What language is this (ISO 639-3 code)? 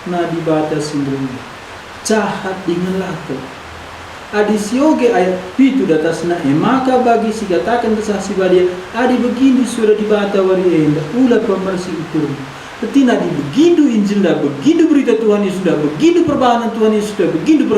btx